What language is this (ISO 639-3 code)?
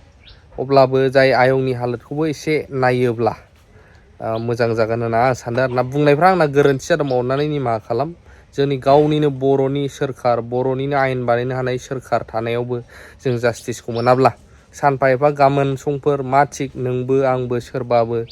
brx